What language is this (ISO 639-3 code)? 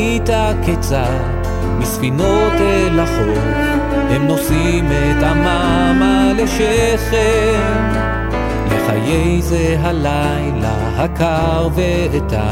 heb